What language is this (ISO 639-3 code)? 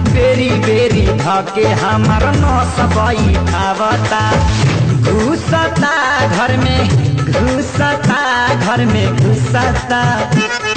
bho